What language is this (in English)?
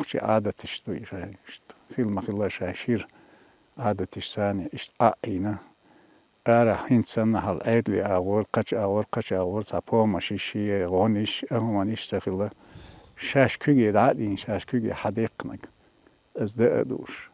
Chechen